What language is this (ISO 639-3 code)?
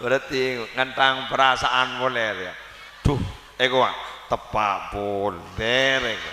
mad